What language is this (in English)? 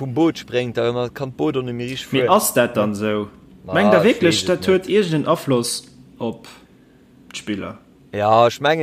Luxembourgish